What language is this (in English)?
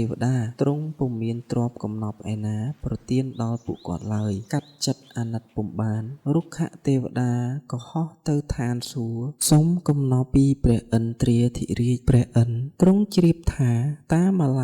Khmer